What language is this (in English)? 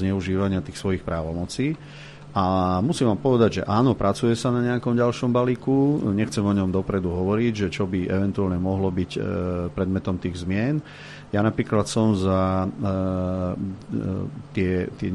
Slovak